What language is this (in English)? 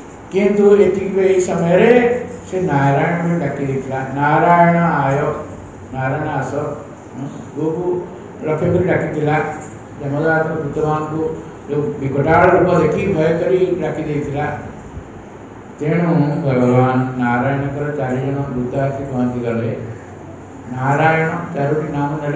Odia